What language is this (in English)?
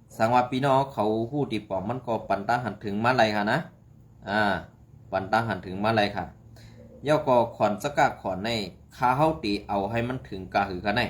Shan